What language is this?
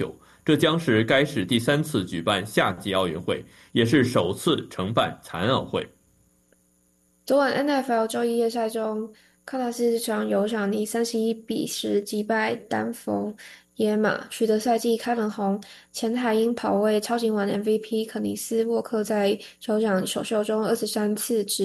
Chinese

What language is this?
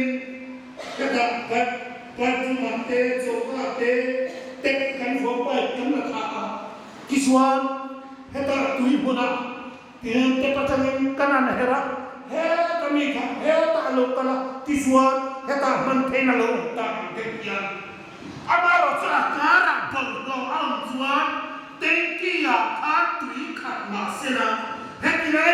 Hmar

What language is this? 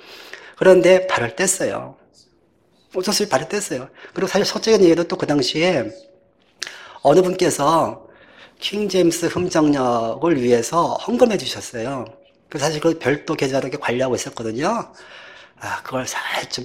Korean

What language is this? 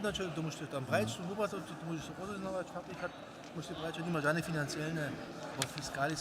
Upper Sorbian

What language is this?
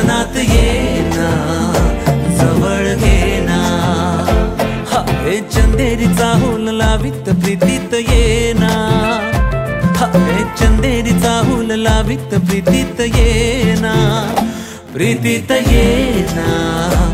Marathi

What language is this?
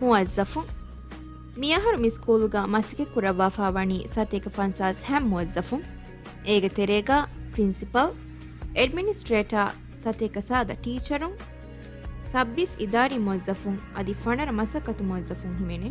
Divehi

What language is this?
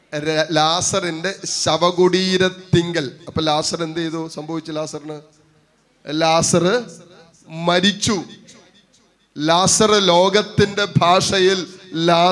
Malayalam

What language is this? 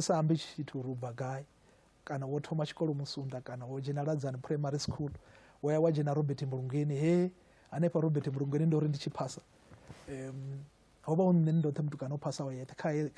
Venda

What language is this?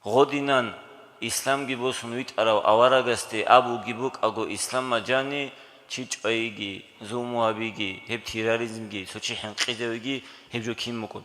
Avaric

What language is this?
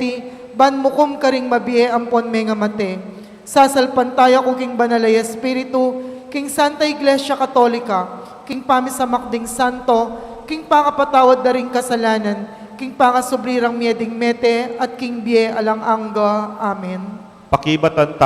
Pampanga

